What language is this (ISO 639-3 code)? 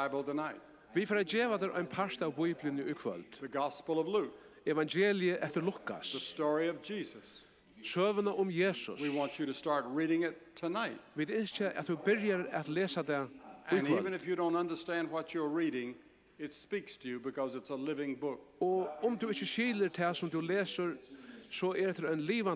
fao